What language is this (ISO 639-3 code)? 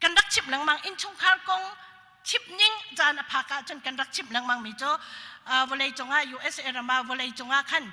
cnh